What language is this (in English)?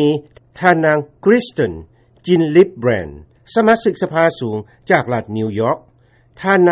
Lao